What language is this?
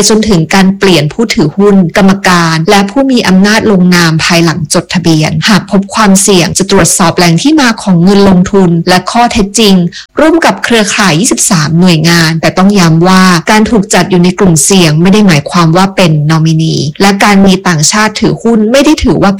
Thai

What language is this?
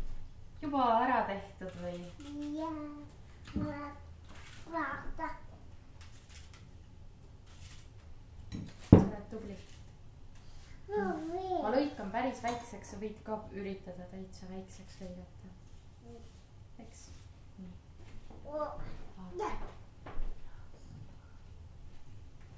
Estonian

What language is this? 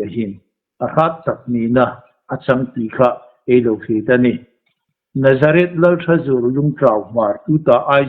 Hmar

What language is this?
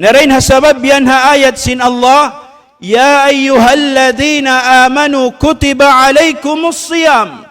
Tausug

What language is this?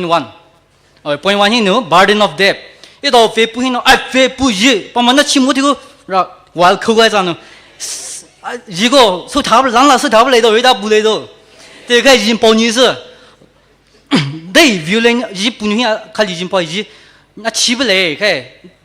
Poumei Naga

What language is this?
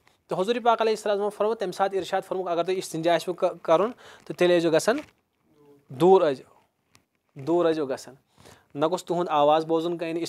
Kashmiri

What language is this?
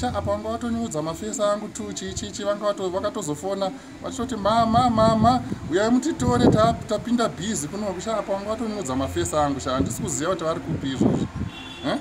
Shona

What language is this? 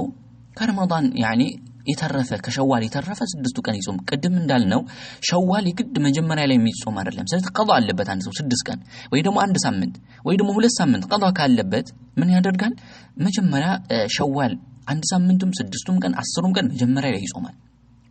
Amharic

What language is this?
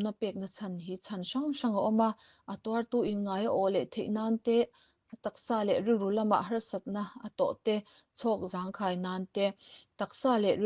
Mizo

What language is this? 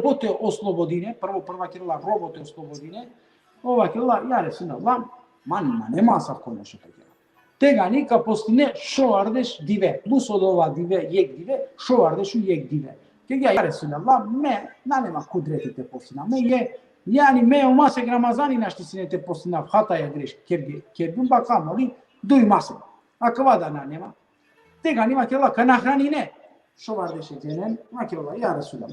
Balkan Romani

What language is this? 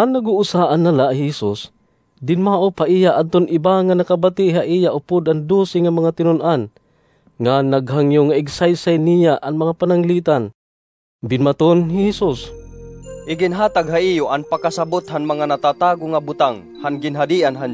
Waray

